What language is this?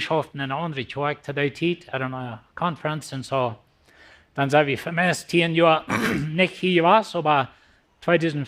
Plautdietsch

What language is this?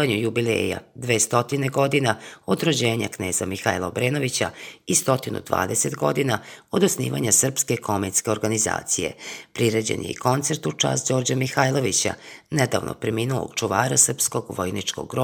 Serbian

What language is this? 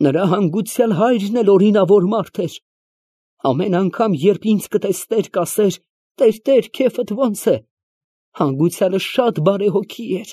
Armenian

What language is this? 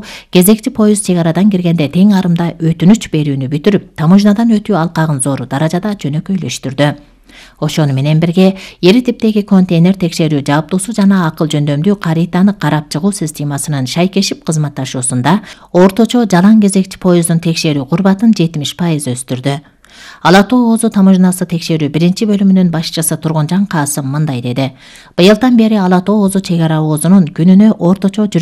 Kyrgyz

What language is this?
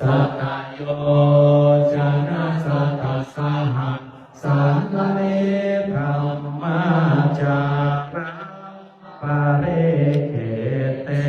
Pali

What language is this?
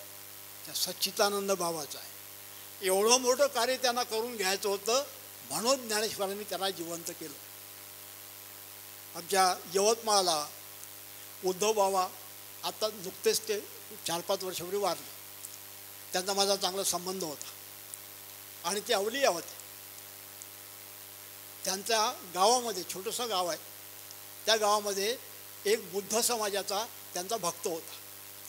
Marathi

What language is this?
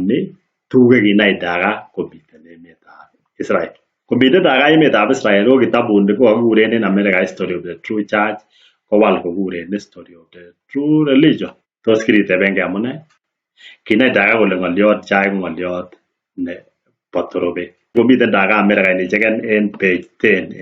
Kalenjin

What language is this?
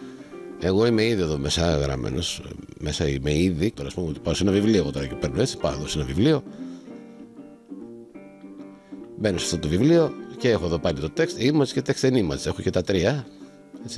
Greek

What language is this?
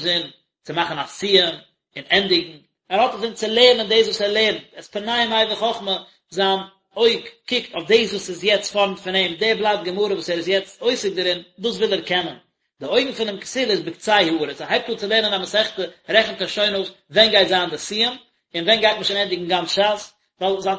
Yiddish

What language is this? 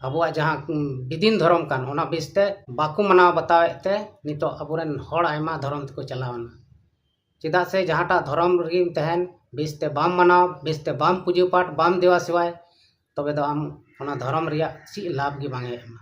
Santali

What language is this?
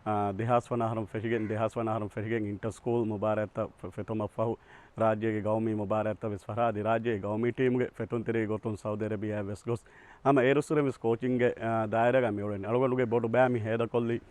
Divehi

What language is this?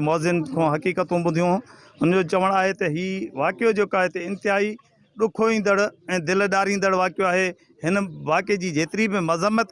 Sindhi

